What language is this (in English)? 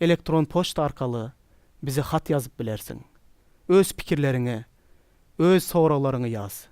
Turkmen